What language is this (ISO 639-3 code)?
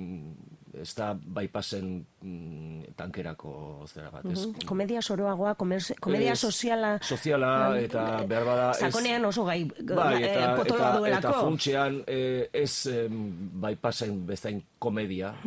eus